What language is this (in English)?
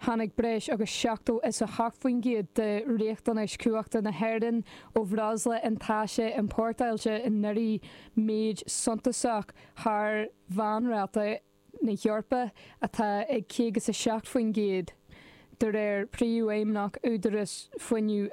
Irish